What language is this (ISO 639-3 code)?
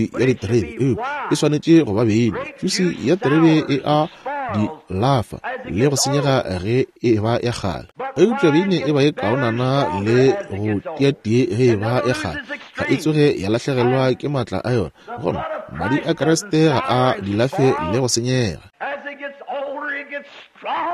nso